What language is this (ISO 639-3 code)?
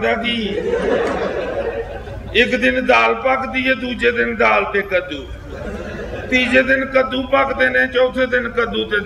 pan